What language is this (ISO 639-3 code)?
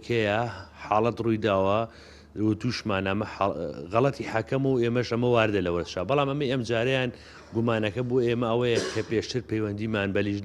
ckb